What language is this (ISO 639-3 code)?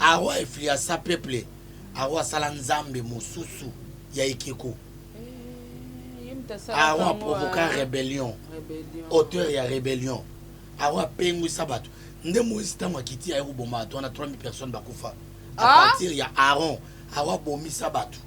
lin